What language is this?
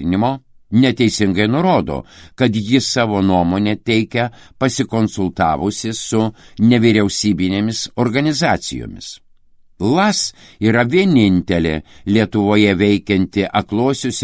Lithuanian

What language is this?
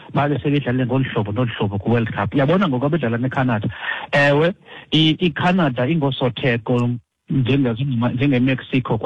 Xhosa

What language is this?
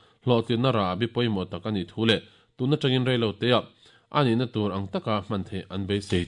Mizo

